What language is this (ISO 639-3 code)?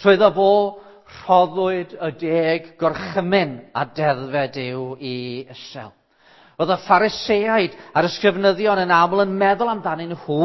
cym